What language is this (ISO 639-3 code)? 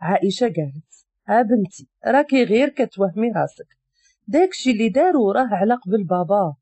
ary